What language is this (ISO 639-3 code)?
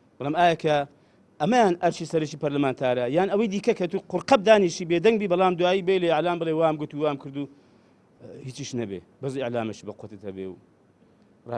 ckb